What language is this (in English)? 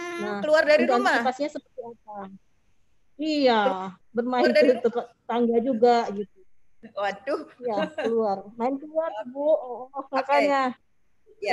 Indonesian